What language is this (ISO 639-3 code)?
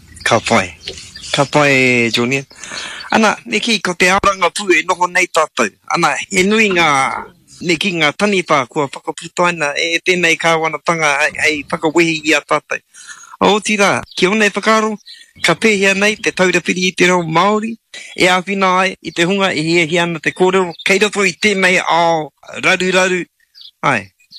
mri